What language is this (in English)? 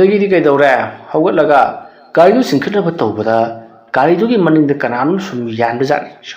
Manipuri